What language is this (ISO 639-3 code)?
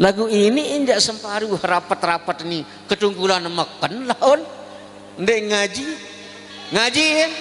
sas